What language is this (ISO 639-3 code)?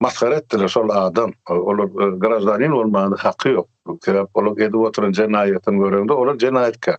tuk